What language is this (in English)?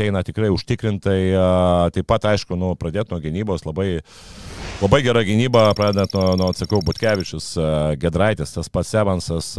Lithuanian